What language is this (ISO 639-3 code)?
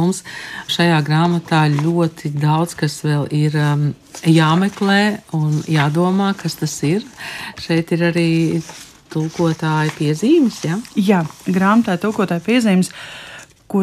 lav